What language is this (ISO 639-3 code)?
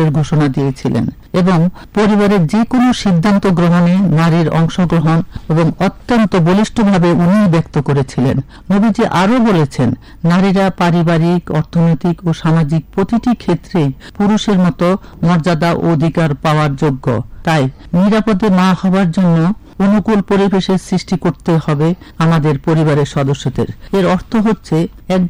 ben